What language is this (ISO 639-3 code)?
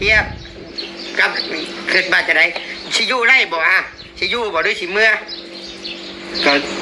tts